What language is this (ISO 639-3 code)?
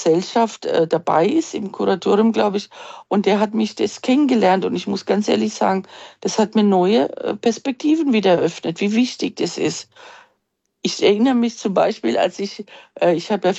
deu